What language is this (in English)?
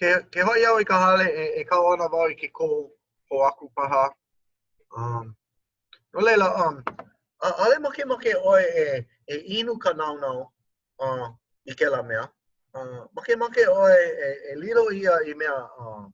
Hawaiian